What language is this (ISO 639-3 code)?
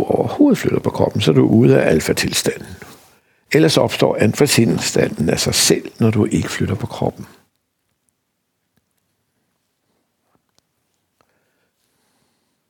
dan